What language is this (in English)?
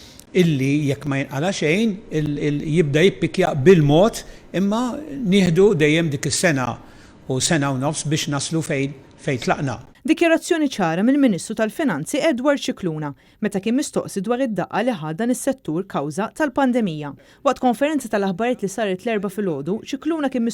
Maltese